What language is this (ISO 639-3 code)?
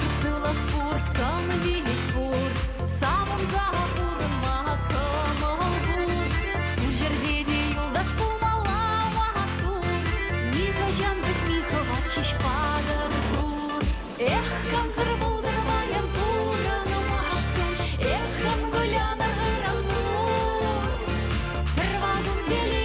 chv